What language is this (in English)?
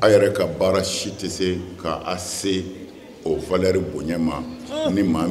Bambara